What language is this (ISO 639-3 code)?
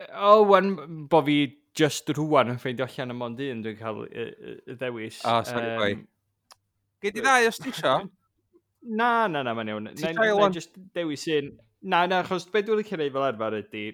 cym